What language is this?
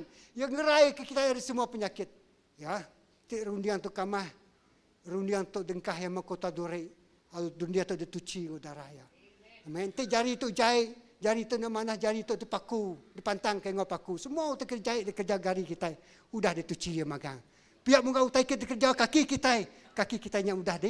Iban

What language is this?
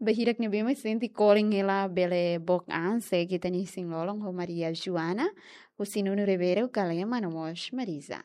Tetum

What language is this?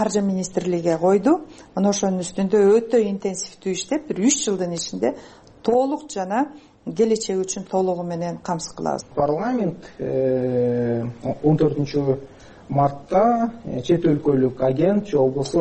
Kyrgyz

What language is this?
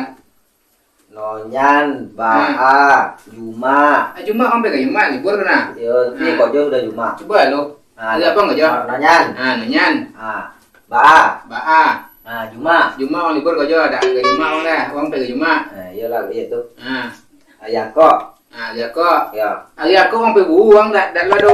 Minangkabau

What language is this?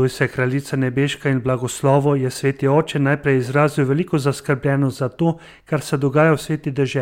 Slovenian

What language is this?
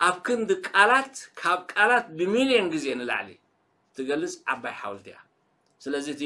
Tigrinya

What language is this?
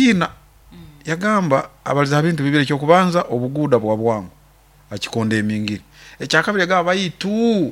Nyoro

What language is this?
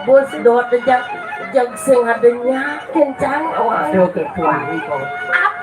Balinese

